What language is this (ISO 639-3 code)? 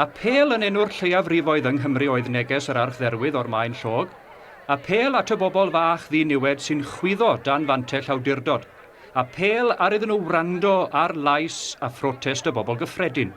cym